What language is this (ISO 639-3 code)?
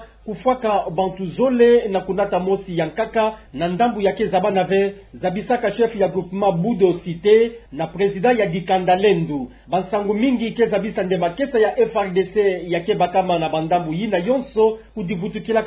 ktu